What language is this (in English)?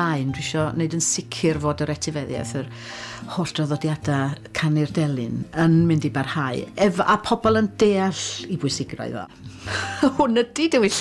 Welsh